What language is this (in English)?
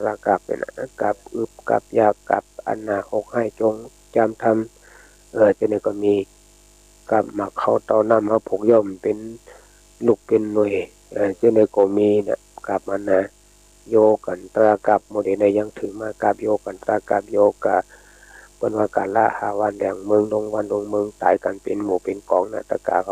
Shan